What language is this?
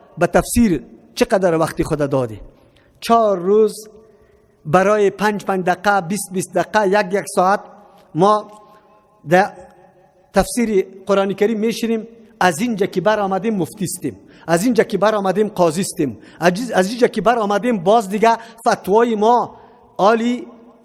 Persian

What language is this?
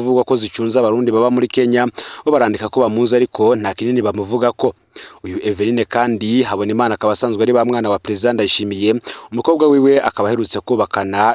Rundi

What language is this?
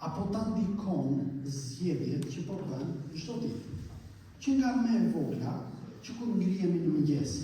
Albanian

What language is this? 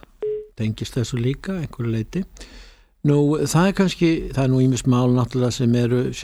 Icelandic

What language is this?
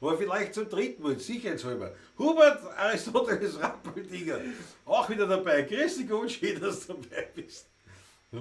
Bavarian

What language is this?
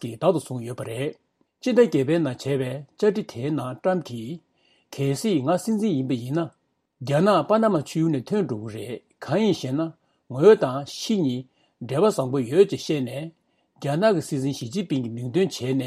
Tibetan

